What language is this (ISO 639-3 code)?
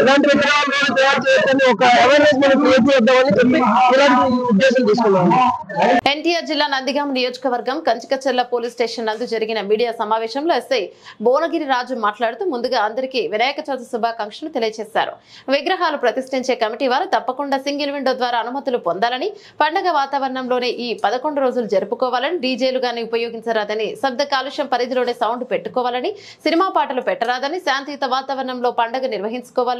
tel